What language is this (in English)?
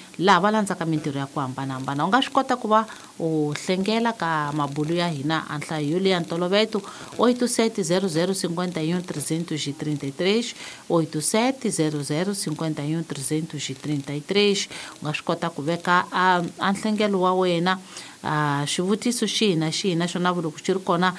Tsonga